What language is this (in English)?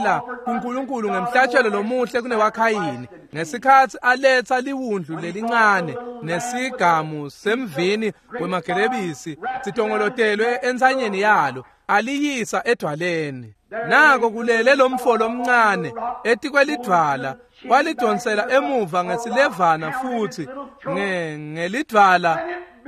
Swati